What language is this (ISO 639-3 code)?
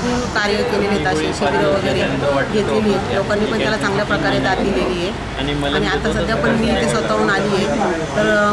mar